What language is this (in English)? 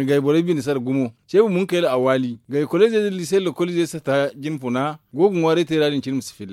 Zarma